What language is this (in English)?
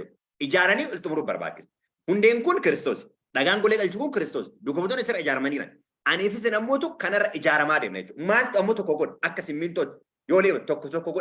Oromo